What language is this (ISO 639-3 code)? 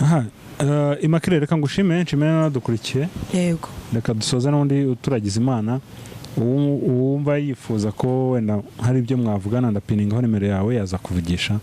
kin